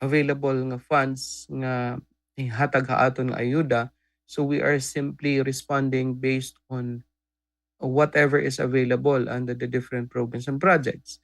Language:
Waray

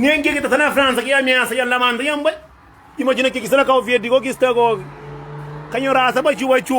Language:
Kabuverdianu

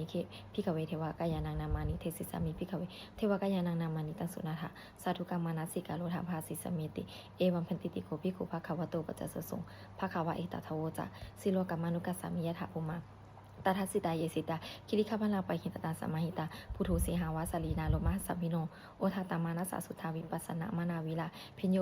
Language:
Pali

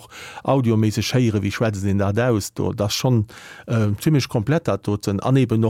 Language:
Luxembourgish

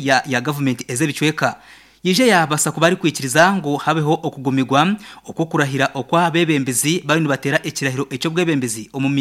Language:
Nyankole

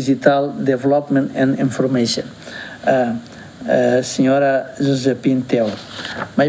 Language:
Tetum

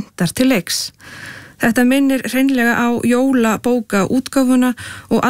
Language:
Icelandic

